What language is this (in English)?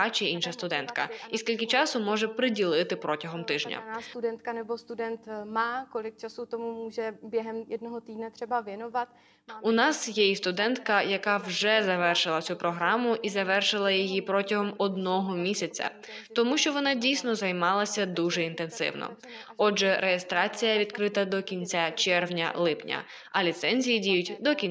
Ukrainian